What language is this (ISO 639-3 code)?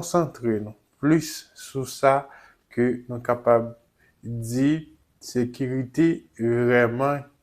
hat